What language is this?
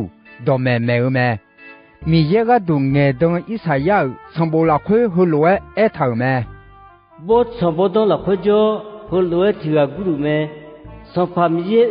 Akha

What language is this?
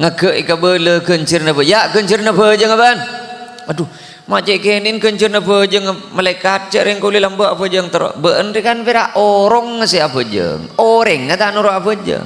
Madurese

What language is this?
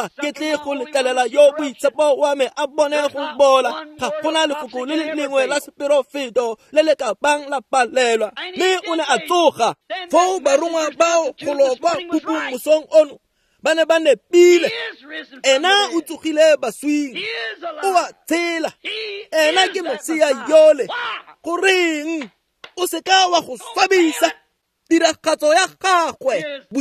Tswana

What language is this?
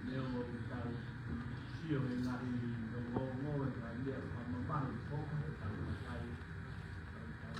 Tongan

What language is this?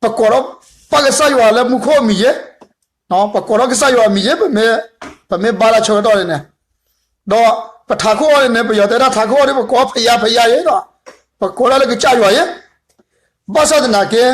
S'gaw Karen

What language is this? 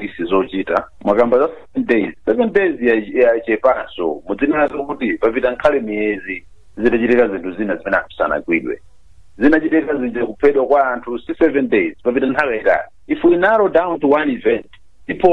Nyanja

